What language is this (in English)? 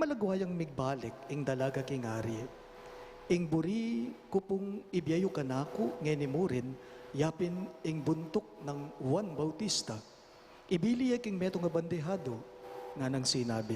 Pampanga